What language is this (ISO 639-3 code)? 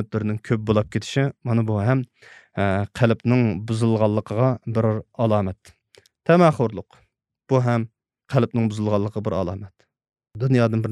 uig